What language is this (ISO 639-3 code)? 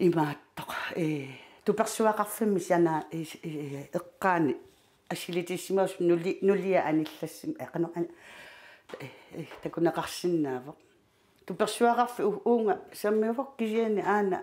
kal